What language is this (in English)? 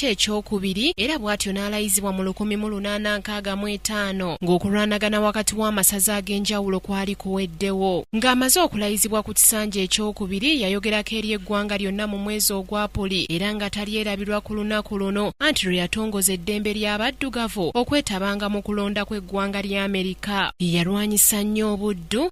Ganda